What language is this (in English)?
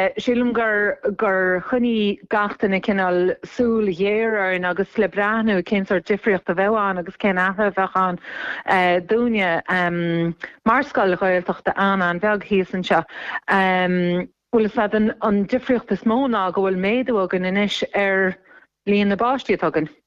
Irish